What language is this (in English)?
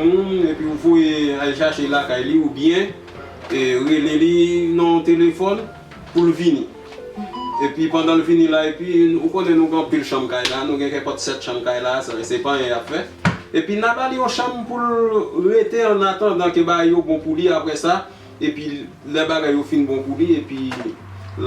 Haitian Creole